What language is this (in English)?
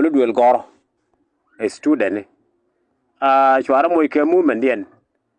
Nuer